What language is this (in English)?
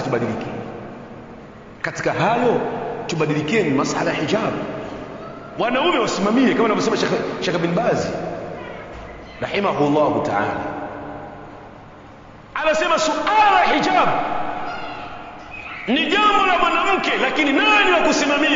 Swahili